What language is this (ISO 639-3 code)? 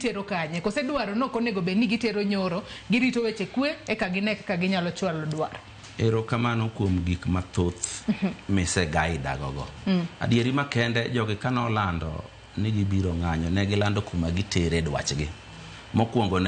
luo